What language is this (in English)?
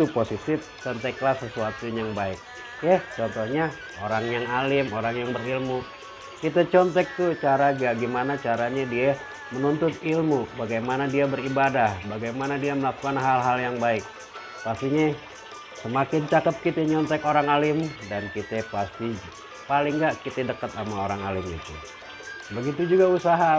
Betawi